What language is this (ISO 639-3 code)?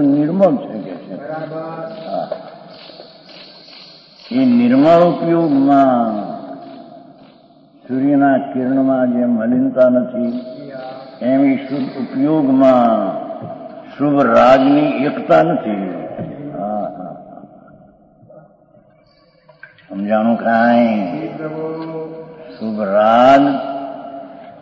guj